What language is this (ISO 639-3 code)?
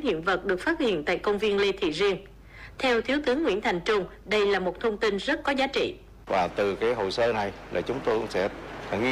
vie